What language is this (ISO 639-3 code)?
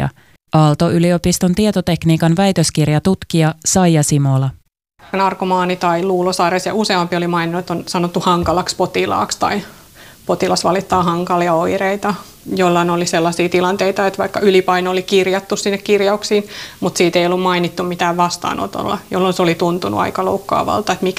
fin